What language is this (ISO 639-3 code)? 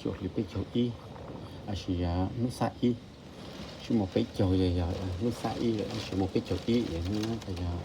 hmn